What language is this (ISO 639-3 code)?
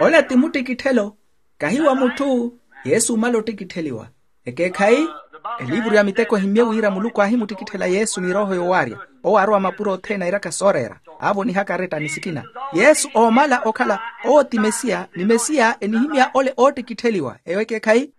vmw